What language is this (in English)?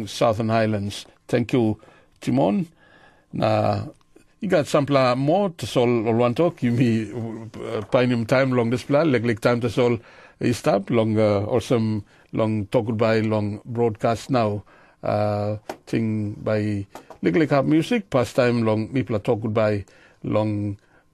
Tok Pisin